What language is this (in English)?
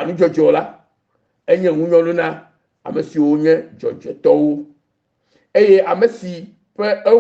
Ewe